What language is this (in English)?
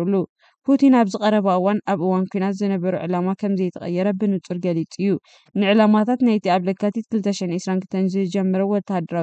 Tigrinya